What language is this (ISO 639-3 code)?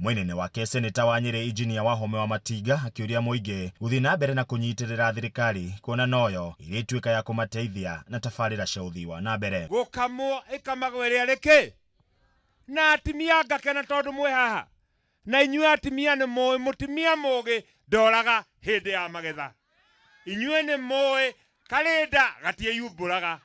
kik